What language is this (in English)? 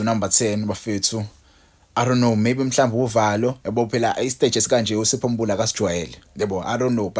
Zulu